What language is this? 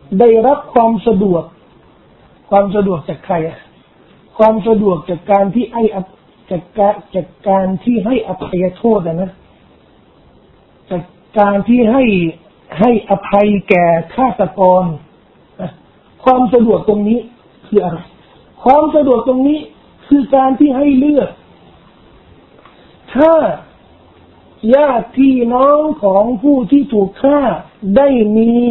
Thai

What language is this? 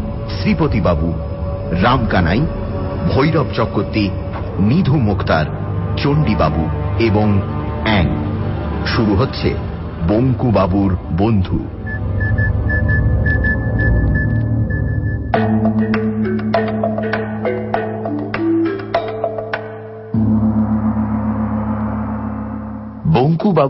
Bangla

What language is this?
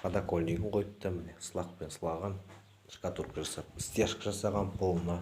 Kazakh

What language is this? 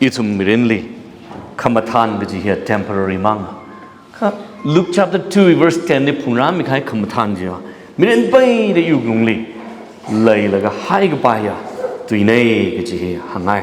Tangkhul Naga (India)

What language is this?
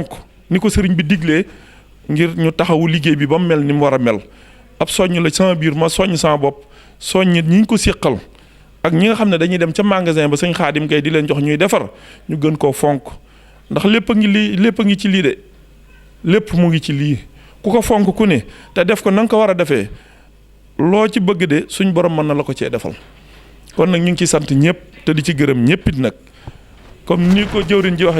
Wolof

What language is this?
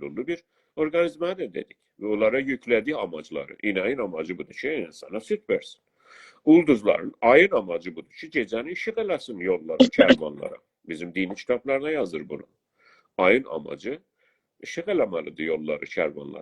South Azerbaijani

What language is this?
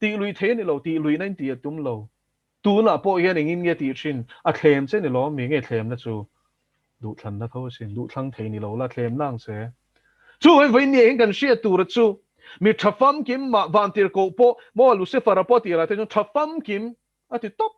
Mizo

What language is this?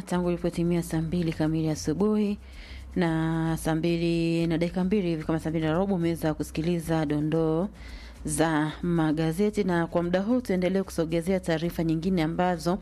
Swahili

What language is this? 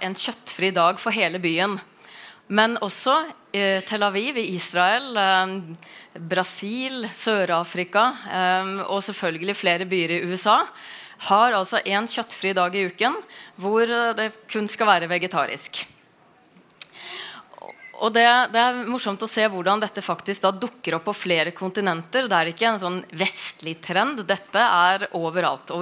Norwegian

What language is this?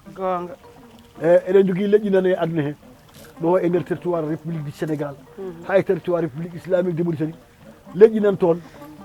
Fula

